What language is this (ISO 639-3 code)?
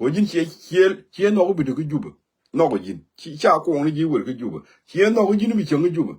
nus